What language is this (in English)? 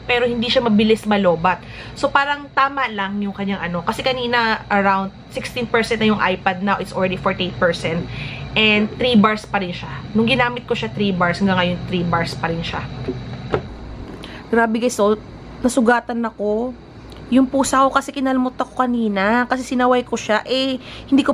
Filipino